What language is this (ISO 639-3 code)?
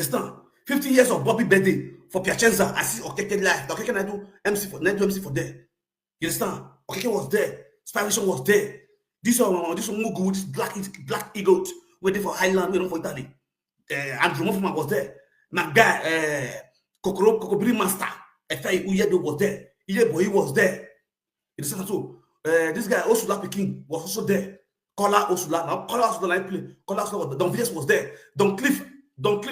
pcm